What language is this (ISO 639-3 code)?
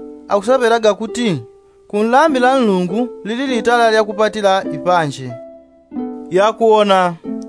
yao